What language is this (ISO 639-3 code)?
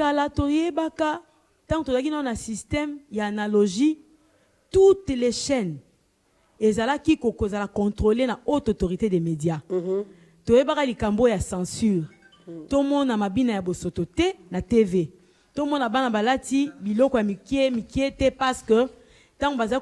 lin